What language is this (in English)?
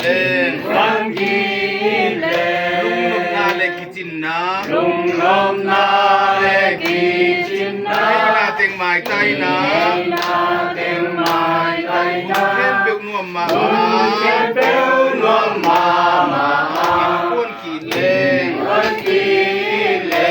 Tedim Chin